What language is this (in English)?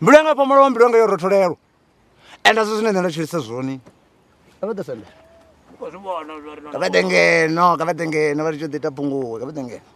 Venda